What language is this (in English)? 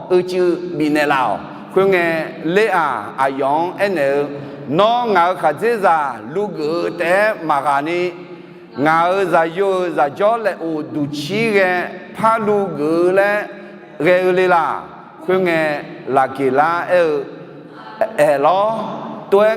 Akha